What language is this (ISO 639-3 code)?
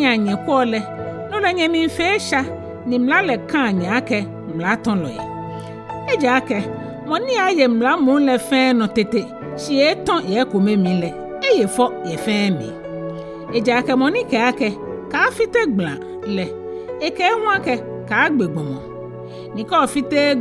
gaa